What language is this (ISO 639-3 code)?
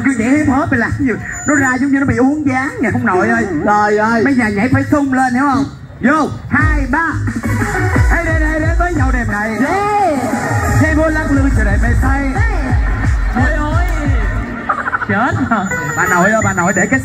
vie